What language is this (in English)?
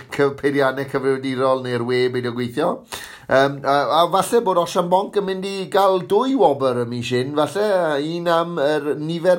Welsh